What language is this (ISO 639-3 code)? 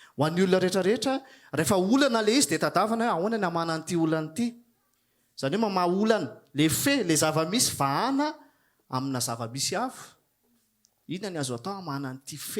mlg